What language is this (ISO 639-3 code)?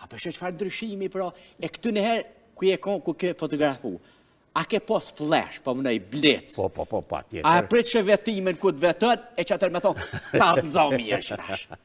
sqi